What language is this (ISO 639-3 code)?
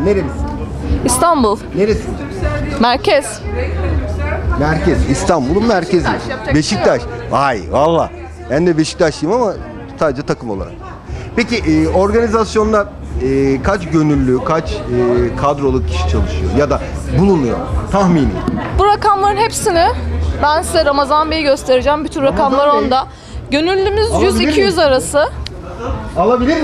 tur